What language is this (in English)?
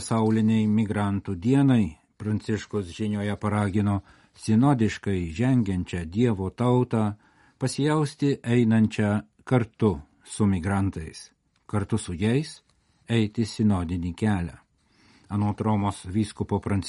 Lithuanian